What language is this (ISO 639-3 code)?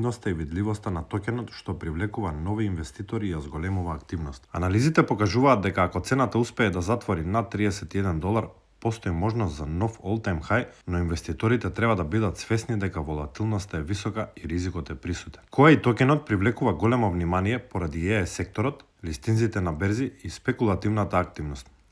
mkd